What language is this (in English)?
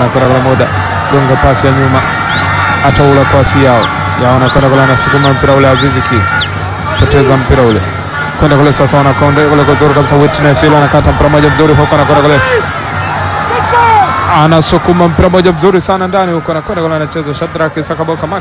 Swahili